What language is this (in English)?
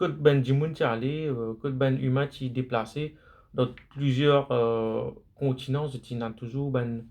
Morisyen